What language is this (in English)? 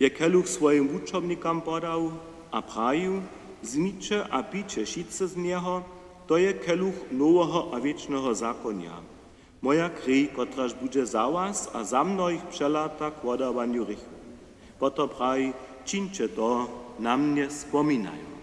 Upper Sorbian